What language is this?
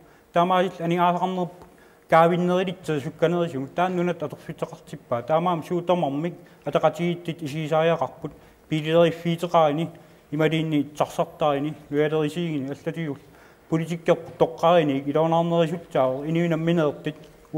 Kalaallisut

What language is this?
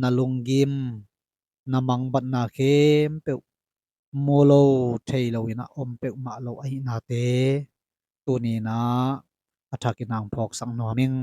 Tedim Chin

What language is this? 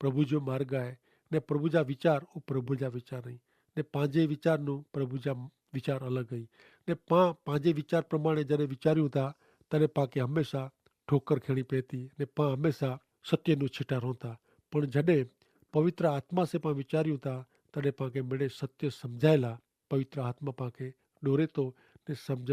Kachhi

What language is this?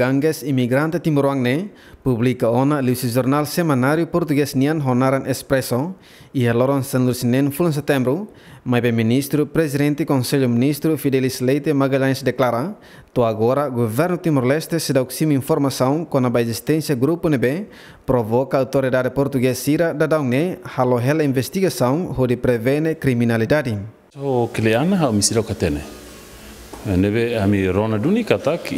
Tetum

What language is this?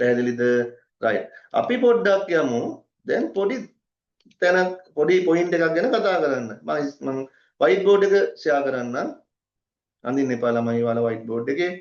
Sinhala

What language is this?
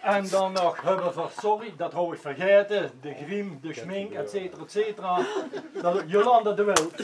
Limburgish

